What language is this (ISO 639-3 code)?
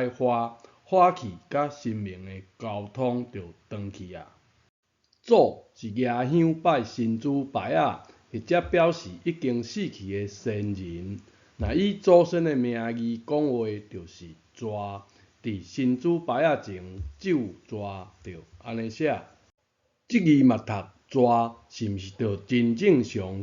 nan